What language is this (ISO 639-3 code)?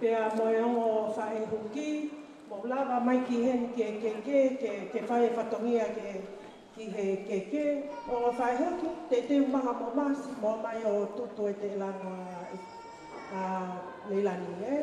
ton